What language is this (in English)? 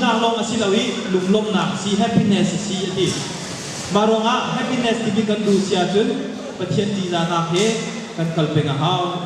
Hakha Chin